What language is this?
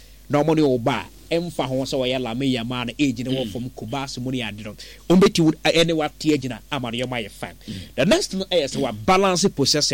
Akan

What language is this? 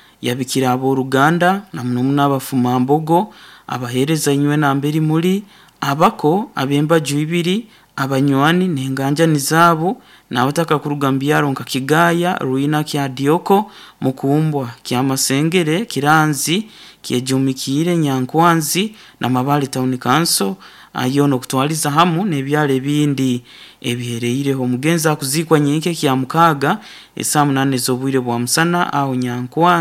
Nyoro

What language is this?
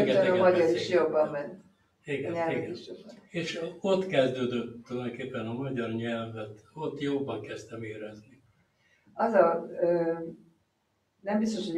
Hungarian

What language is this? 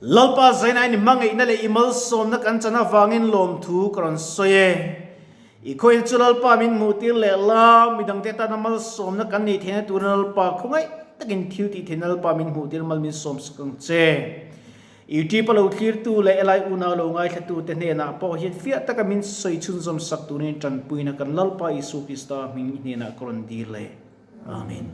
Mizo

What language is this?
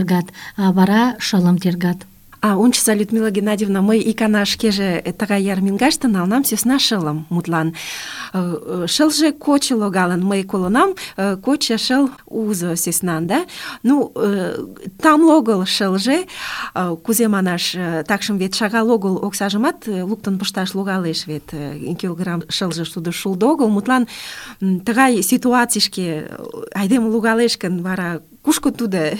Mari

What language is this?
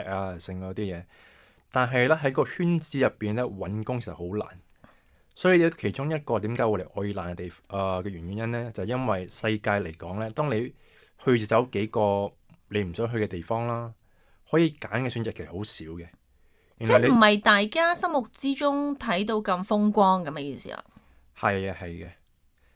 Cantonese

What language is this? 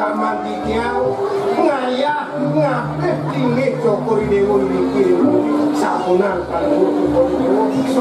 Balinese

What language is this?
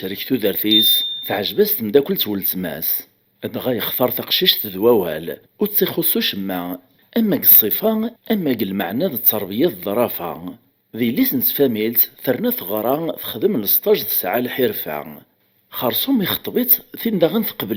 Kabyle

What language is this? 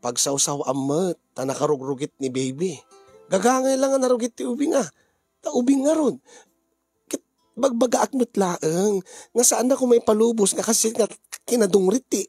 Iloko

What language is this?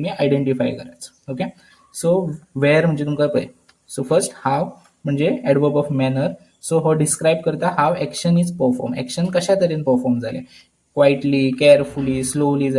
Konkani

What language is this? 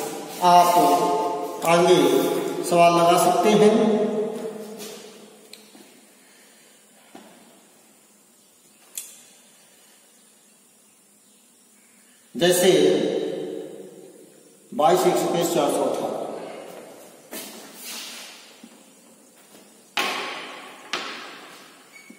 Hindi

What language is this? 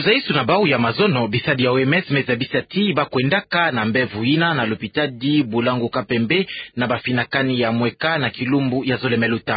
Kituba (Democratic Republic of Congo)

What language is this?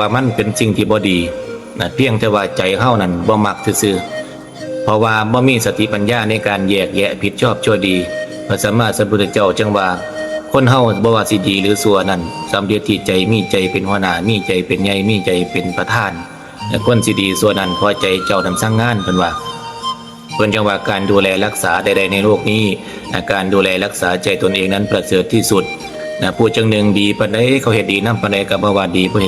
Lao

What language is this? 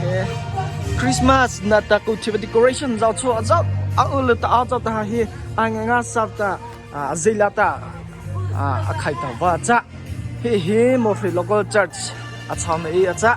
Mara Chin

